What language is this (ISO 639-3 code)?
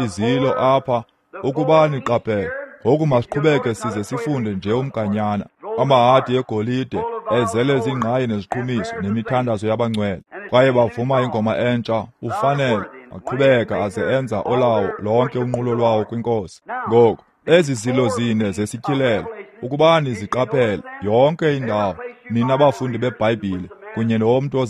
xho